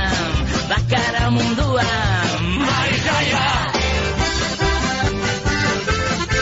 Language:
Basque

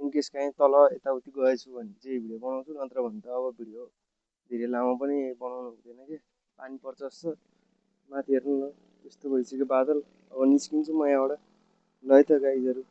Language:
Nepali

